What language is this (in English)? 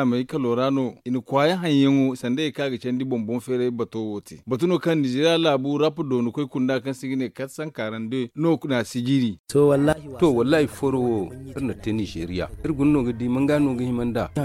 Zarma